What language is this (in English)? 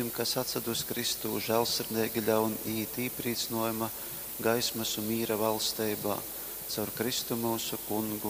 Latgalian